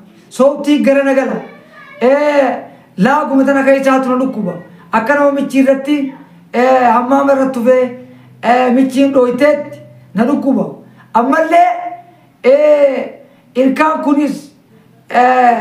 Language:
Oromo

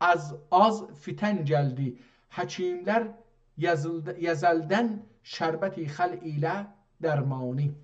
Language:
South Azerbaijani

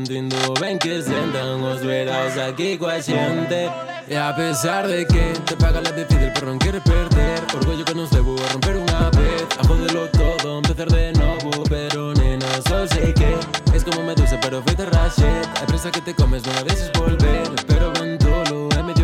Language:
Galician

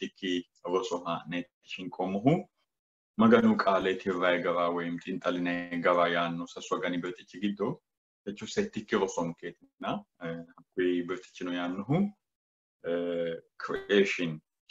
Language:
Sidamo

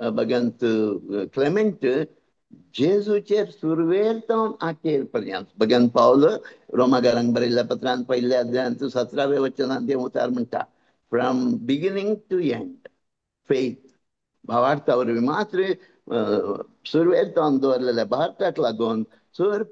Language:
Konkani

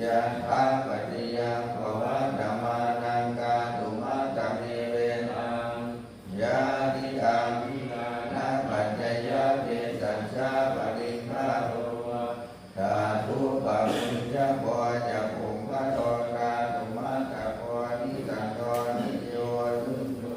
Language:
Pali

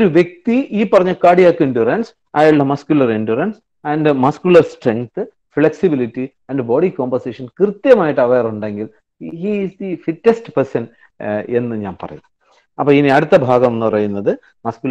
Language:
Malayalam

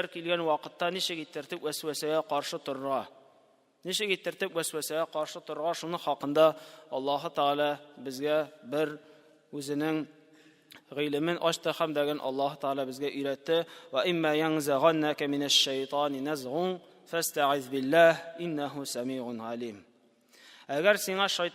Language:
Tatar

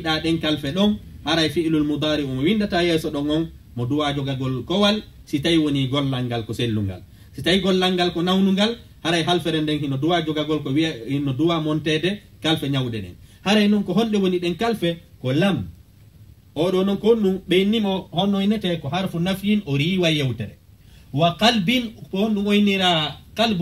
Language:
Fula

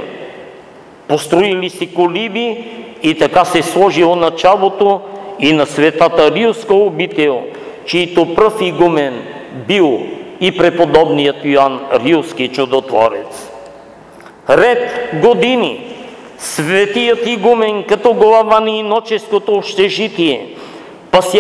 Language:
Bulgarian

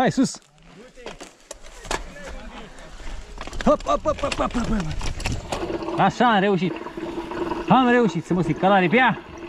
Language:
Romanian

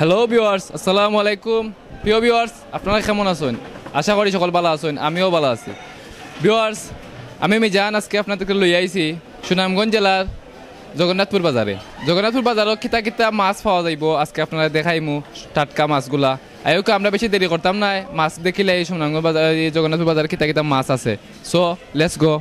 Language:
Sylheti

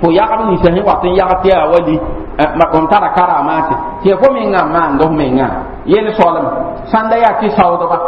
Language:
Mossi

